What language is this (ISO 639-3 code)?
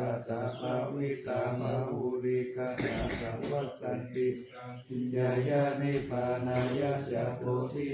pli